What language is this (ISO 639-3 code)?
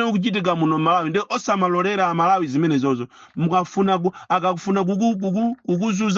nya